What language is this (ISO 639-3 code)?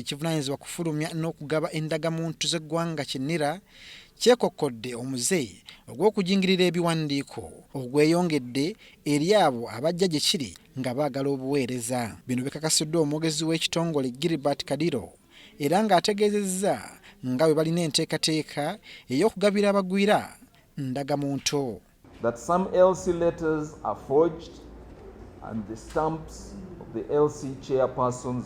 lug